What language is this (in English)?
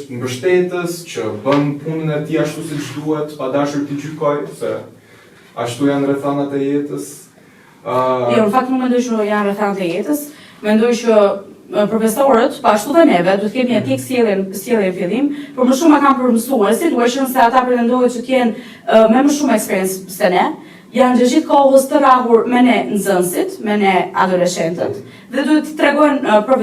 Albanian